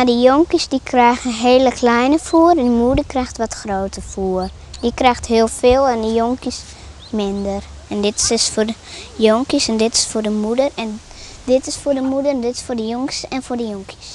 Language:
Western Frisian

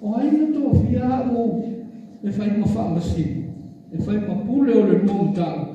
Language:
Samoan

